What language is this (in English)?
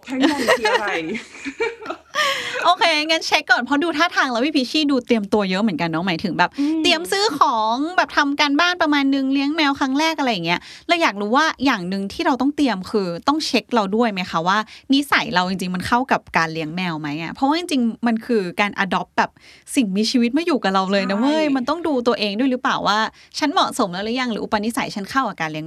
Thai